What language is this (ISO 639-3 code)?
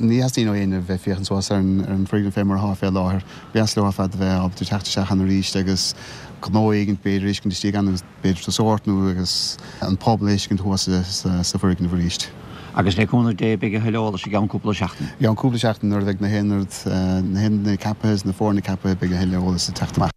gle